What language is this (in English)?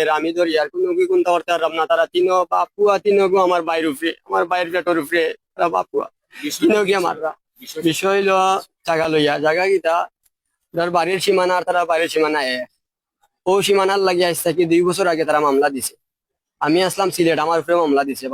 Sylheti